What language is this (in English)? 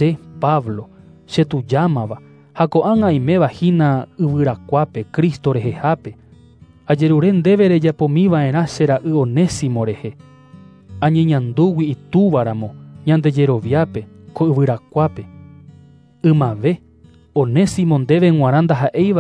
Guarani